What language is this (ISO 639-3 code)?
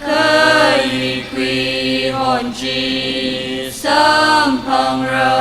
nmf